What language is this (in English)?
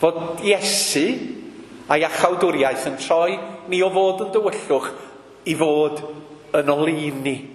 Welsh